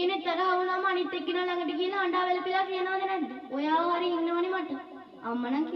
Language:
Sinhala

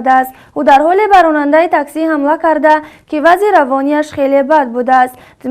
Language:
Tajik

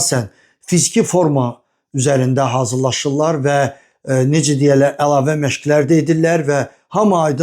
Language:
Azerbaijani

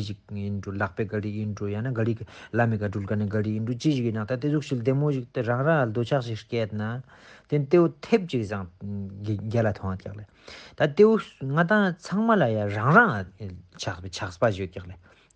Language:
Ladakhi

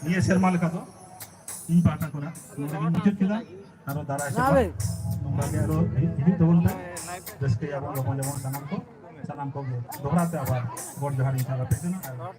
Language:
Santali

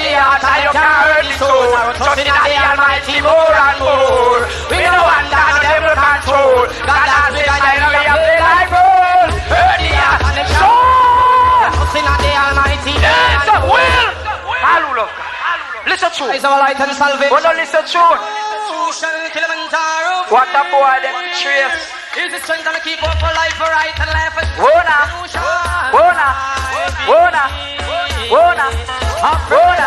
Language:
Jamaican Creole English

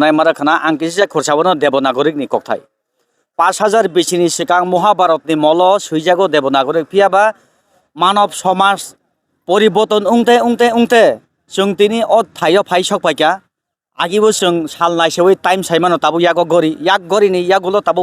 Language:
Kok Borok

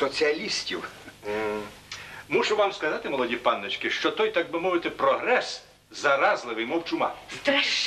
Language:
Ukrainian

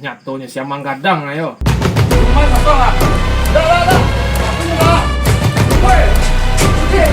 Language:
Minangkabau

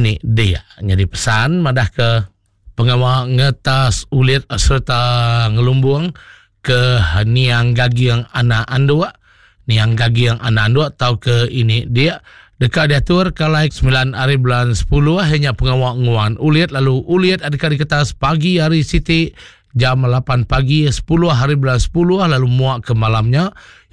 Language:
Iban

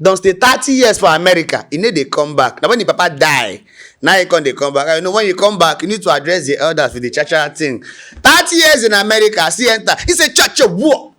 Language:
Nigerian Pidgin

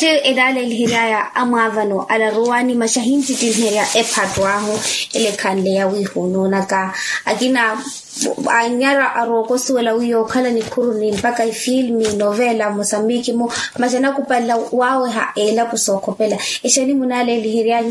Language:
Makhuwa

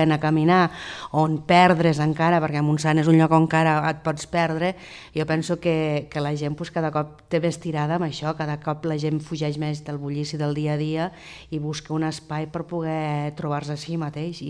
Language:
Catalan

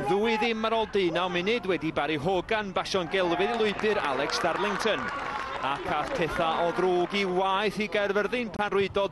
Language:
Welsh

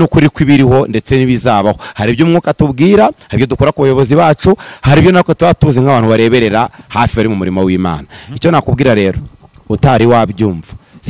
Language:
Kinyarwanda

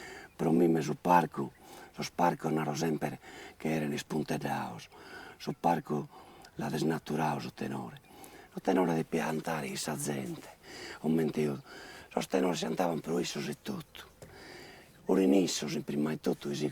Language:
Sardinian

